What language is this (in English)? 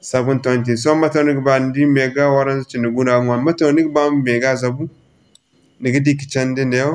Zarma